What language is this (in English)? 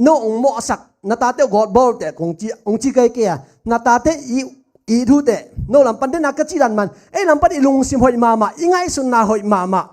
Tedim Chin